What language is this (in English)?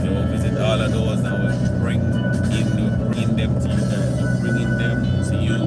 Jamaican Creole English